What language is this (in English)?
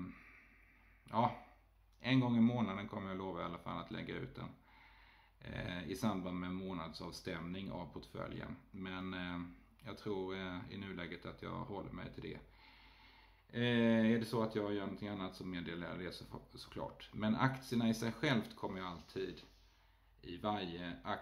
Swedish